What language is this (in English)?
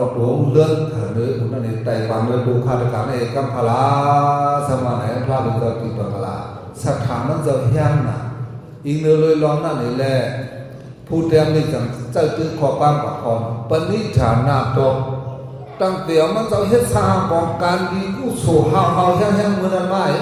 Shan